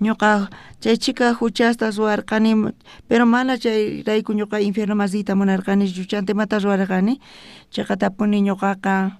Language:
South Bolivian Quechua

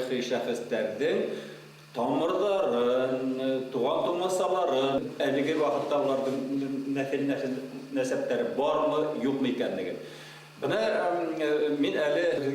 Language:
Bashkir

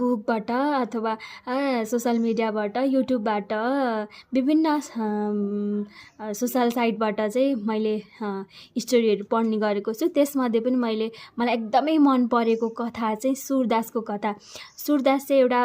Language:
Nepali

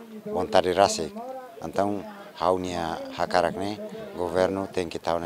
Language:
Tetum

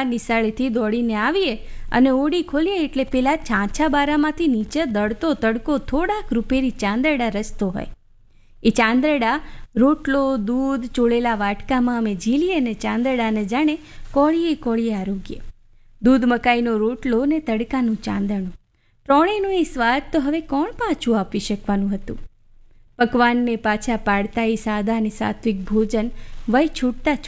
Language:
Gujarati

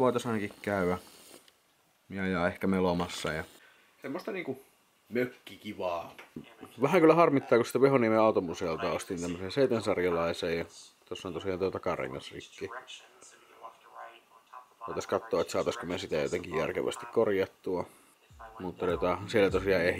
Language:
Finnish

